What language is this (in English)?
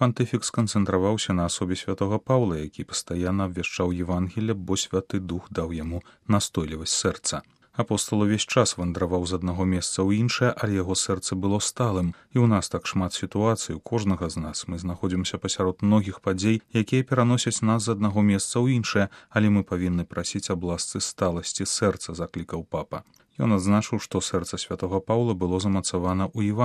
Belarusian